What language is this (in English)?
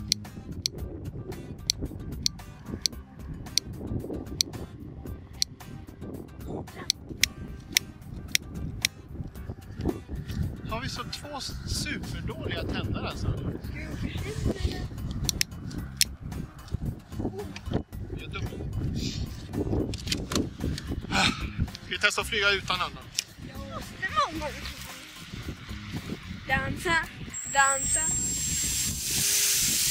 Swedish